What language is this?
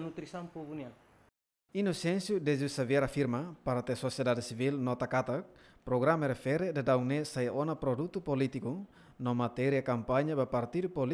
Tetum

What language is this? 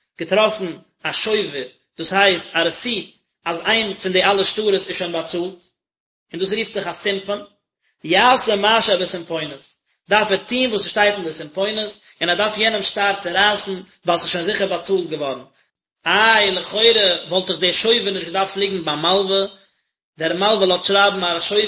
Yiddish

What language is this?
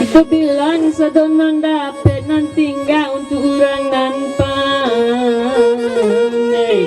Minangkabau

